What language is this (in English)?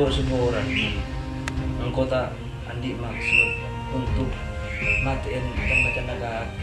Madurese